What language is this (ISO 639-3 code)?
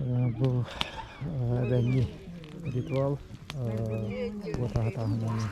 sah